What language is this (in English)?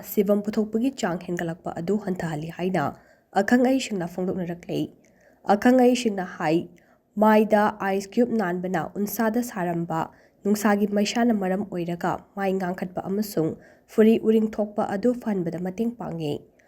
Manipuri